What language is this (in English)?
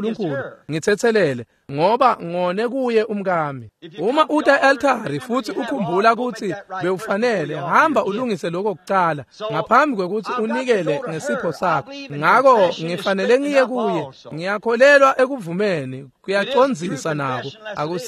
Swati